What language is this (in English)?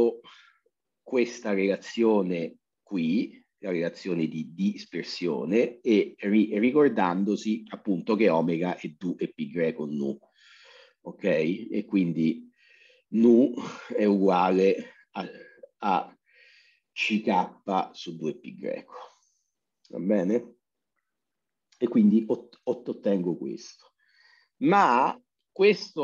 Italian